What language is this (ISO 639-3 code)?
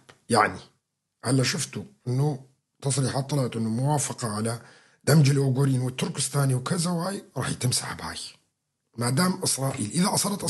apc